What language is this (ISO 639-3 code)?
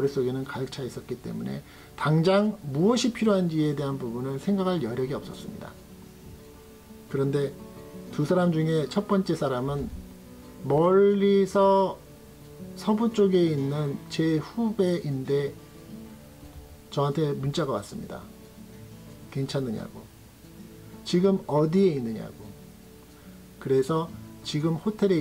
kor